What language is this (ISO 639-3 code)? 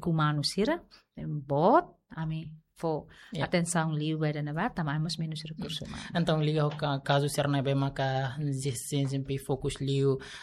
tet